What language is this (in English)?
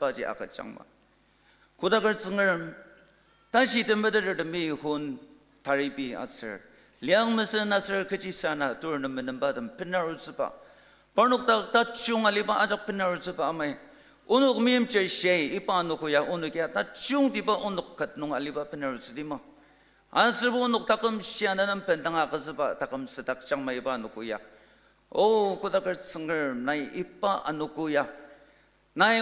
Ao Naga